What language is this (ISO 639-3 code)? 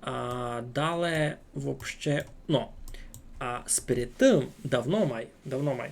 rue